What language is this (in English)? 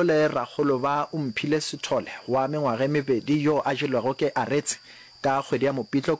Northern Sotho